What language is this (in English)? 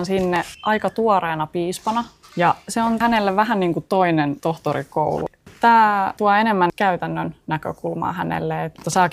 Finnish